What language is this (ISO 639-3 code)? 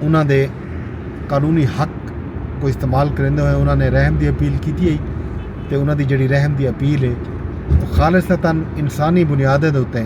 skr